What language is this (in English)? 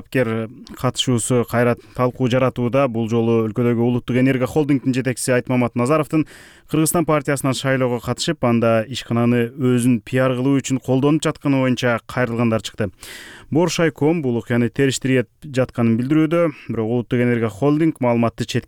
Kyrgyz